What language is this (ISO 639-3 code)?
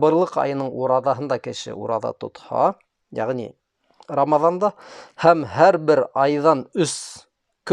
bak